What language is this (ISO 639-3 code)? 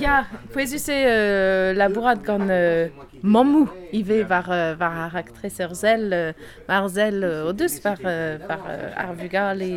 bre